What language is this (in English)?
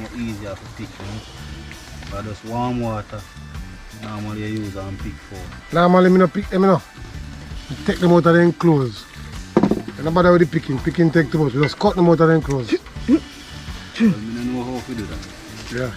Jamaican Creole English